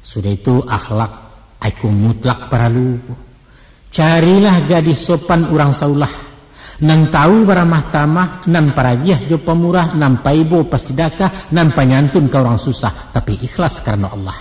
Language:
Minangkabau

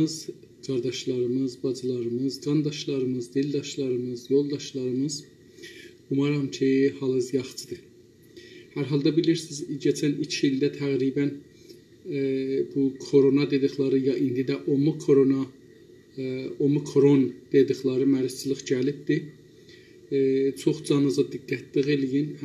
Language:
South Azerbaijani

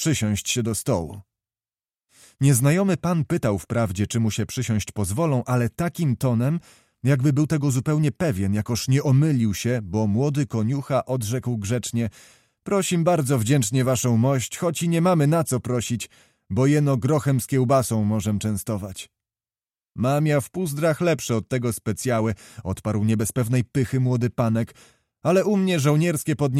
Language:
Polish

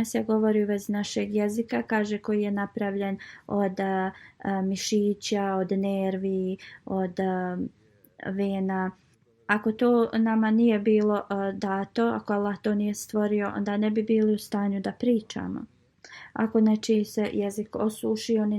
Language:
Bosnian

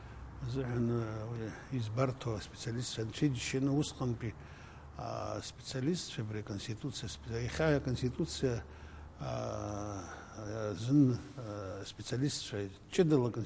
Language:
Abkhazian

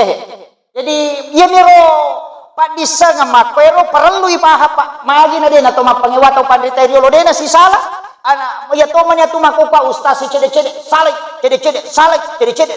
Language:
Buginese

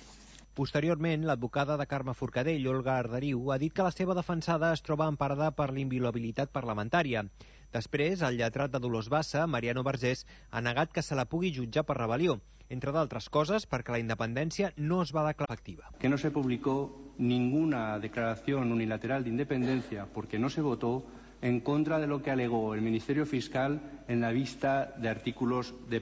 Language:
Catalan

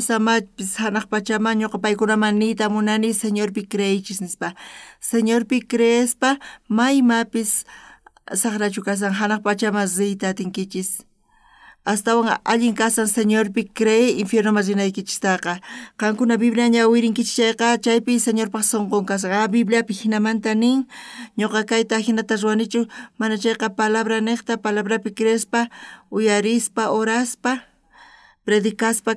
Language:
South Bolivian Quechua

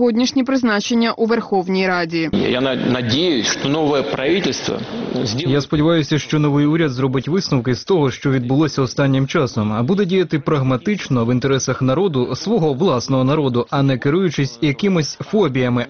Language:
Ukrainian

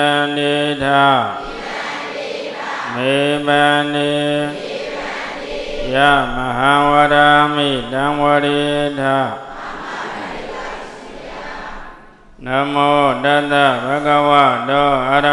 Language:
Burmese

